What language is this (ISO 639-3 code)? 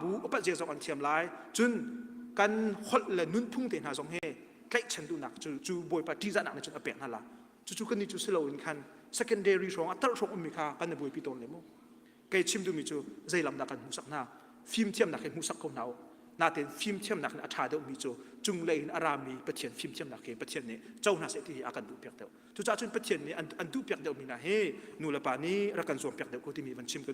cnh